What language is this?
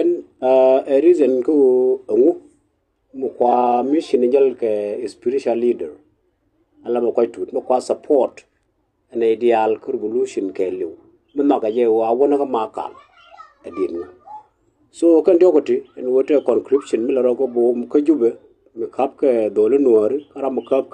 Nuer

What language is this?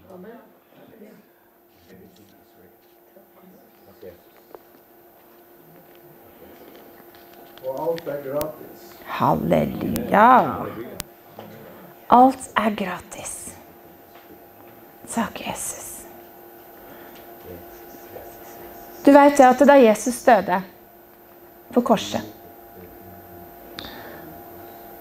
Norwegian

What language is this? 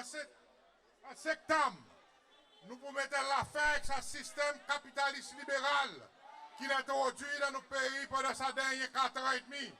Seselwa Creole French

